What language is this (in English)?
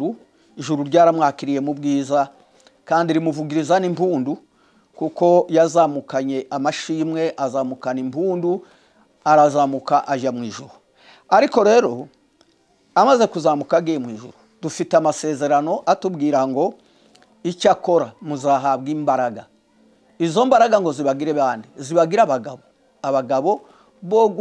Kinyarwanda